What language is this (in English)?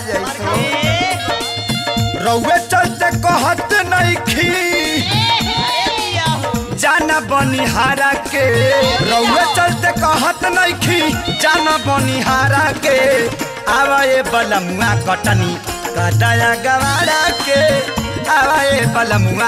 Bhojpuri